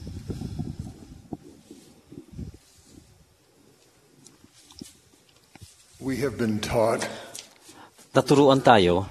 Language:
Filipino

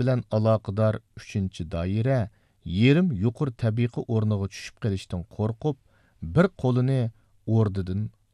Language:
Uyghur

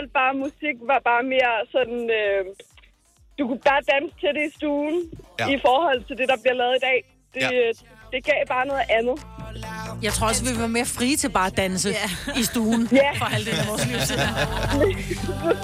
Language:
Danish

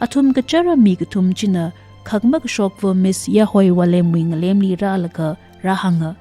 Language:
Tangkhul Naga (India)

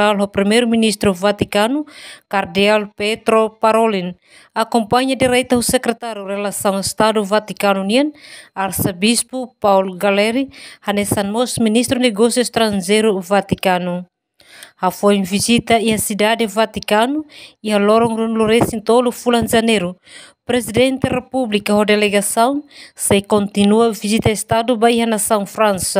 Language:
Tetum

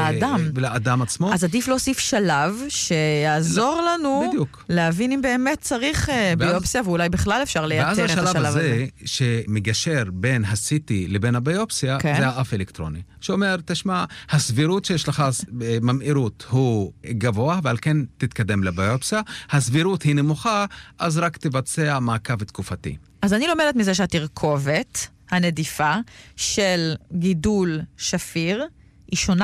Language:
Hebrew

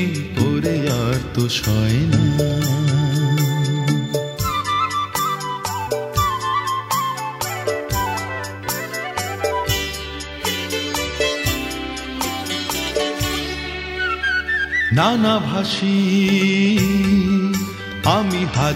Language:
Bangla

